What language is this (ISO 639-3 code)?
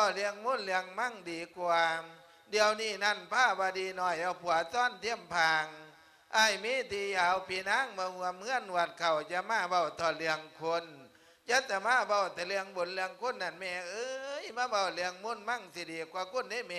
lao